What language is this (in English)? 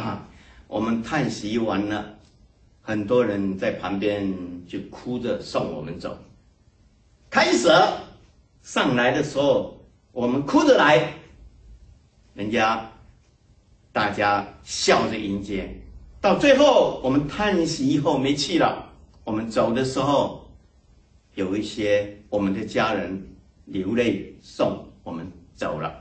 Chinese